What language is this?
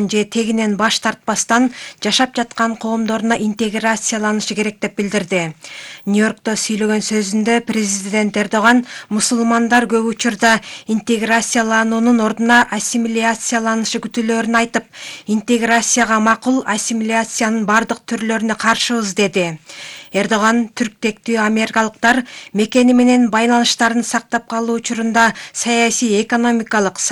Kyrgyz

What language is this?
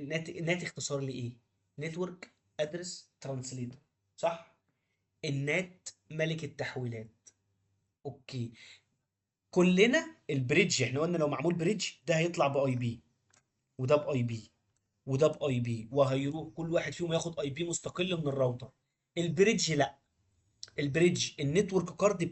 Egyptian Arabic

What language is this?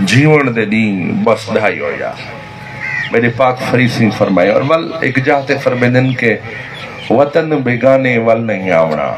Saraiki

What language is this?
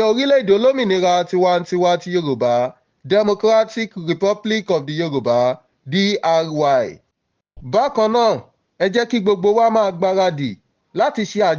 Yoruba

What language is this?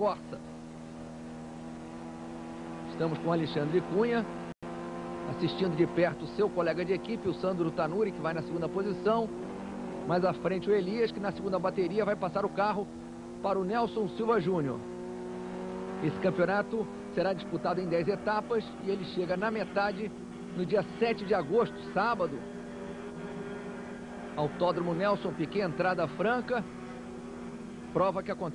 Portuguese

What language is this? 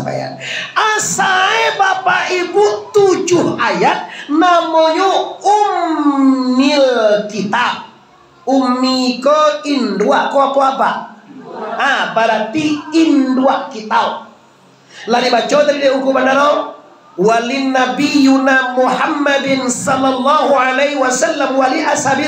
Minangkabau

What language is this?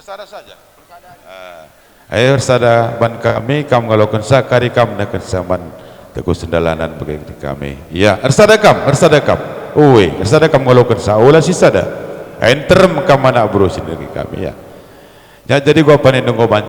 Batak Karo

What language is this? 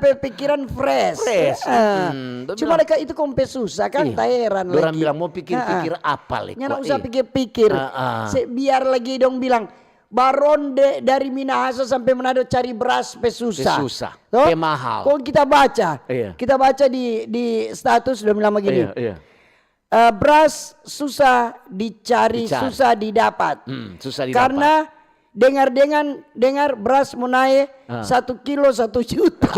Manado Malay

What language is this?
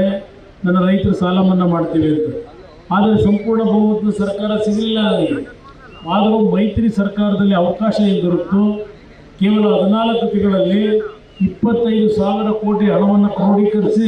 Kannada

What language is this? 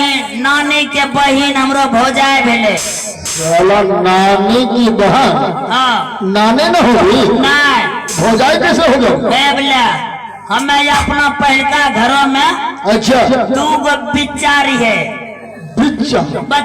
Maithili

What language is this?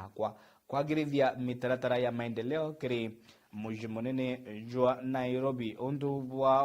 Meru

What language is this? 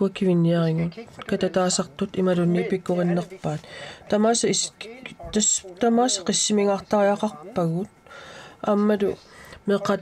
Kalaallisut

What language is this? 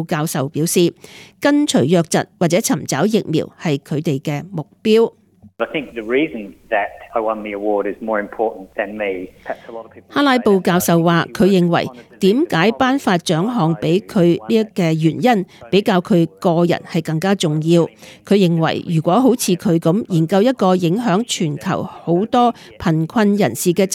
Cantonese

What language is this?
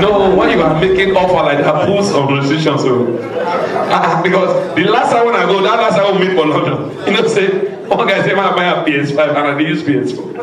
Nigerian Pidgin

